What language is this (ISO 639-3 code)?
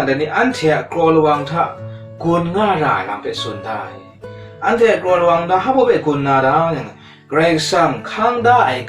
kac